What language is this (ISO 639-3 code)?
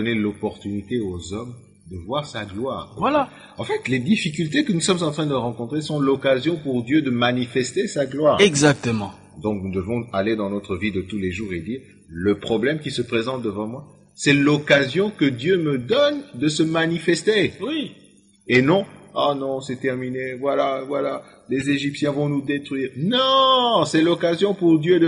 fra